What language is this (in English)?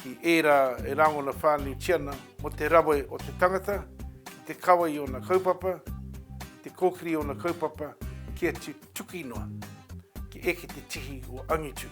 Māori